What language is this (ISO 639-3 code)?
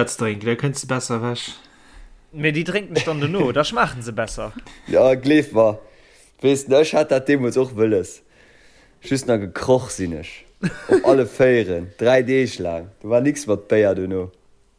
ltz